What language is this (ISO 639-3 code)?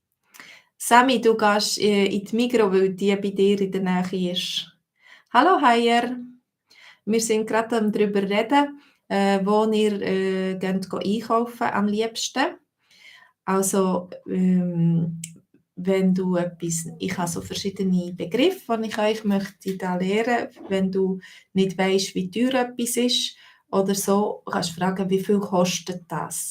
gsw